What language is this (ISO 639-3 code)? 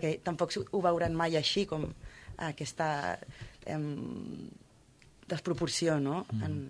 cat